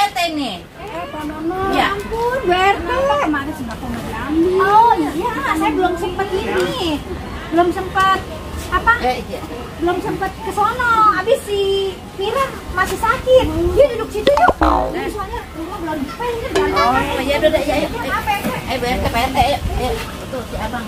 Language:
Betawi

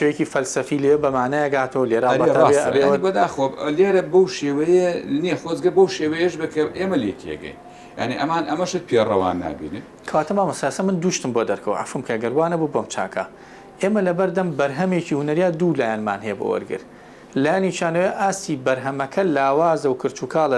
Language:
Central Kurdish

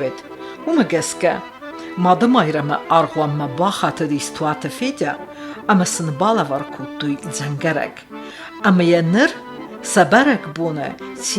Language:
Ossetic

